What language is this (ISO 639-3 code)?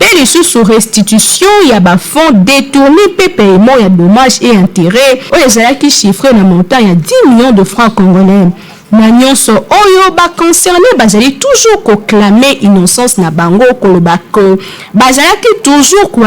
lin